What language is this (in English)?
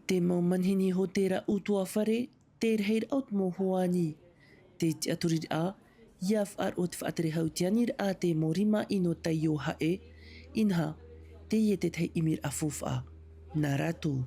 Tahitian